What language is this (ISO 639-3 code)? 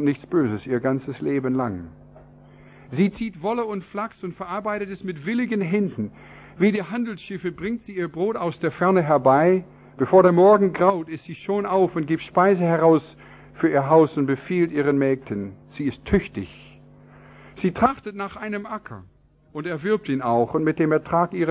deu